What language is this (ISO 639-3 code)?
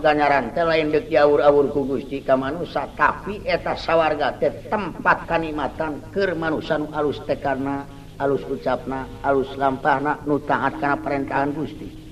sun